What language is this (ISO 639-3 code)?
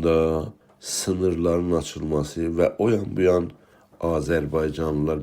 azb